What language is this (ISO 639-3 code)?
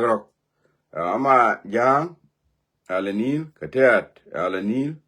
nus